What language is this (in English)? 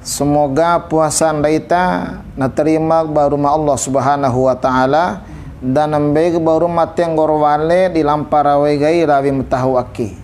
Bima